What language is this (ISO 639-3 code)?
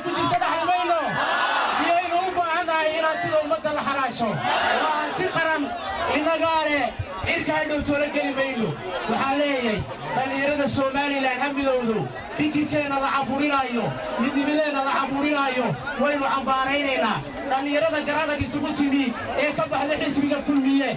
som